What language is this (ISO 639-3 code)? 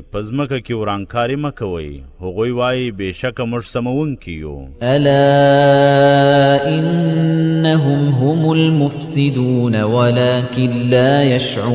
pus